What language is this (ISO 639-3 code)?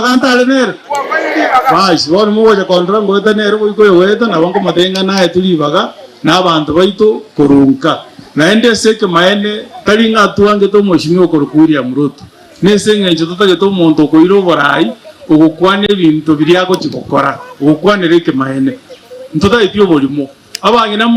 guz